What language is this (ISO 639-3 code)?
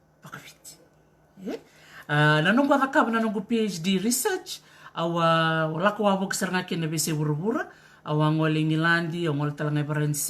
fij